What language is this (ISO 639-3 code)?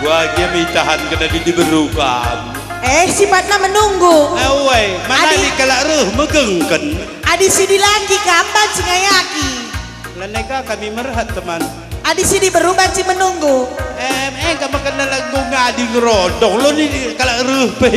btx